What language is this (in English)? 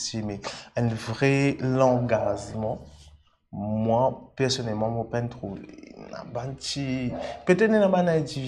Morisyen